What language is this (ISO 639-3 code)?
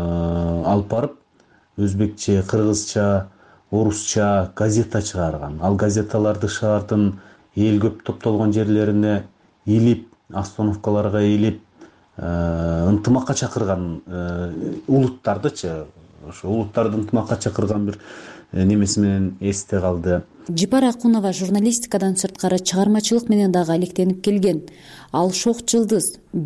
kir